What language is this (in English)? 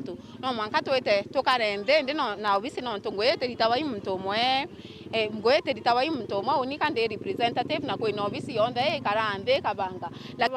Meru